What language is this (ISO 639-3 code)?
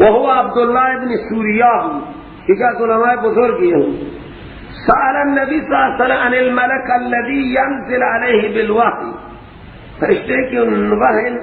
fas